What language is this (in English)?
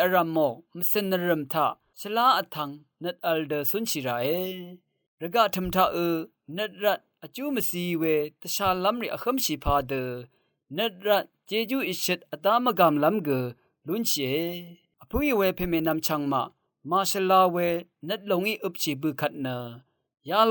Rawang